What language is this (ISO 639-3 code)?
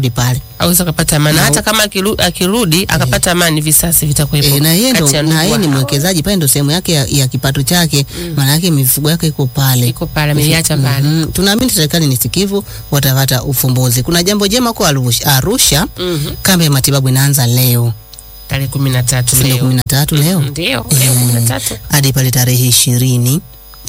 swa